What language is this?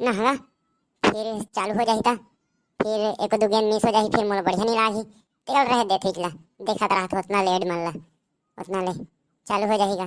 Chhattisgarhi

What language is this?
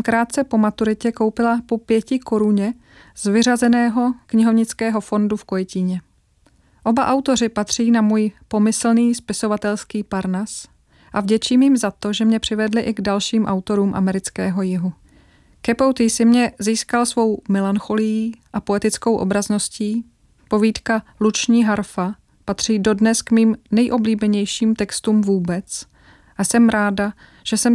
Czech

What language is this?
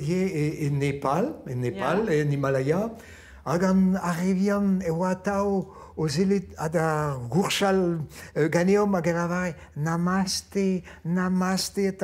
Breton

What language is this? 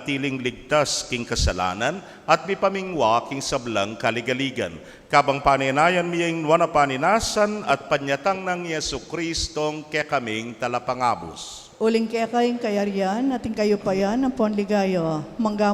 Pampanga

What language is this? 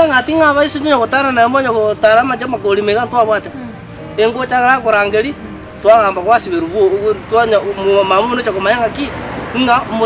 Gusii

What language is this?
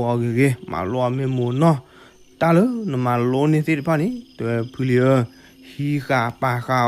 S'gaw Karen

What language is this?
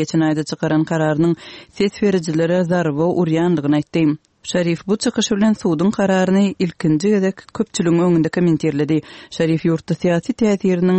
Turkmen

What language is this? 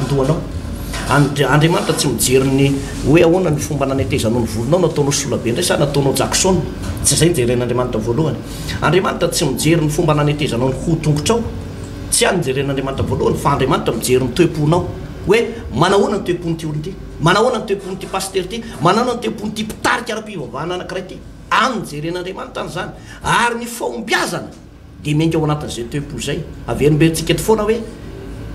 Malagasy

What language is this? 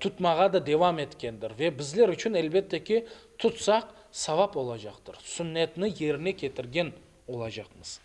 Crimean Tatar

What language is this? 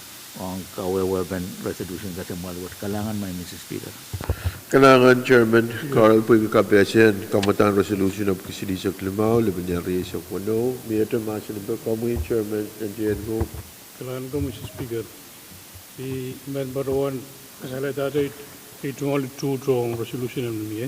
Pohnpeian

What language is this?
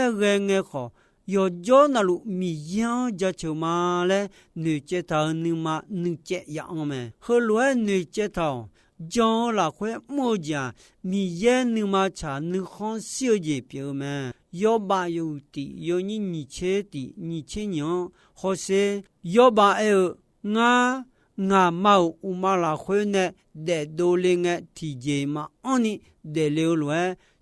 Akha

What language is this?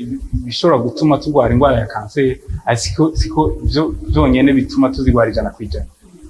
Rundi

